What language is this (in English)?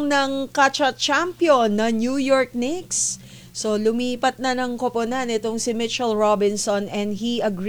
Filipino